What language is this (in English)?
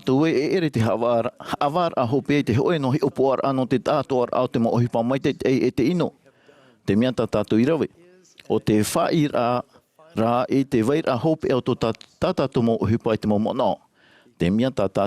Tahitian